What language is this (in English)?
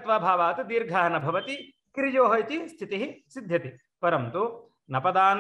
Sanskrit